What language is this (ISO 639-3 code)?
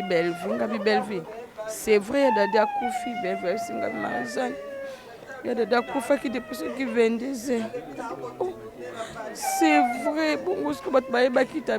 lin